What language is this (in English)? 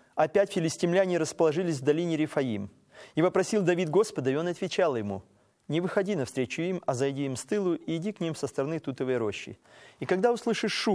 Russian